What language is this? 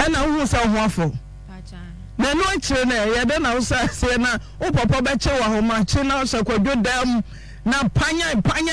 Akan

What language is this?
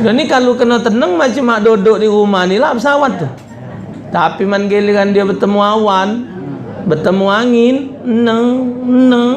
Musi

